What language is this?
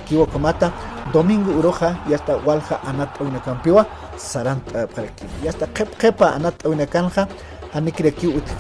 Aymara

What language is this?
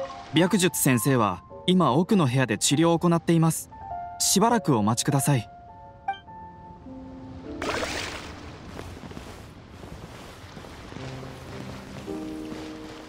Japanese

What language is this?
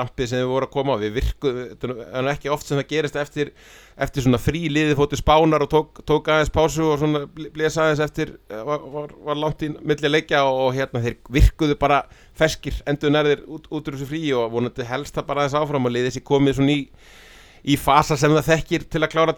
Icelandic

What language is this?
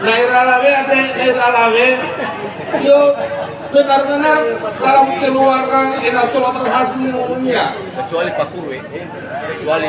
Nias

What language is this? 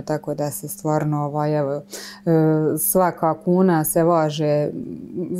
Croatian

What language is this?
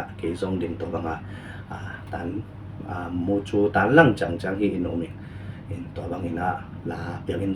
Tedim Chin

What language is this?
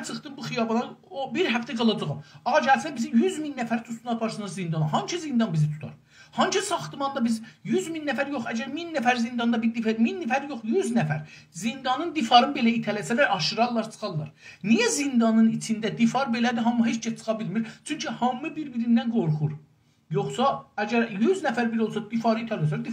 South Azerbaijani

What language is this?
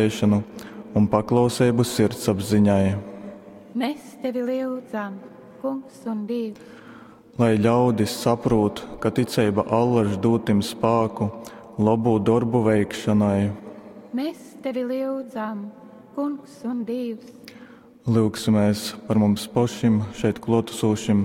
Latgalian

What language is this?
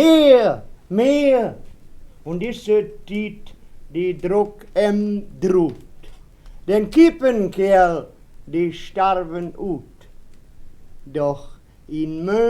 Westphalien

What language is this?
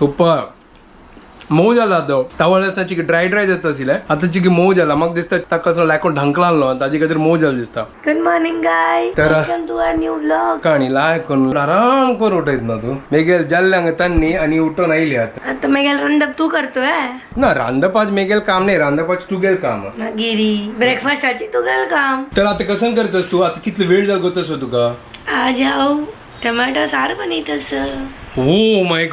Konkani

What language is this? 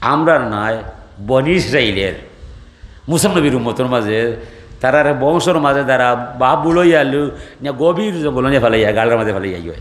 Sylheti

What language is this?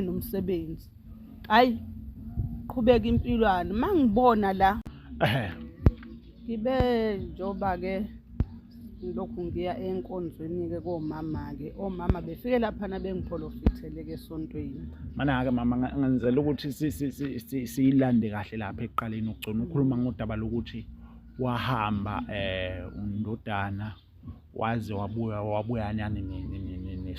Zulu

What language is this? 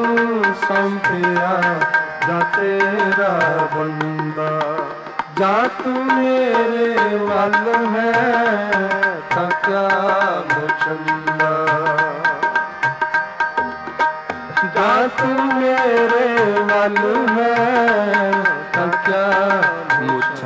Punjabi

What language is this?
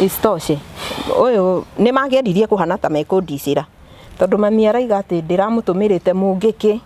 Kikuyu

